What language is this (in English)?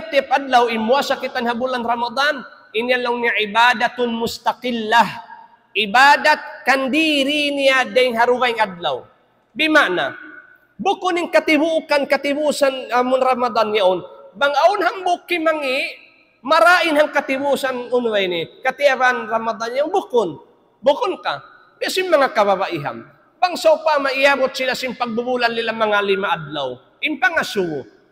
Tausug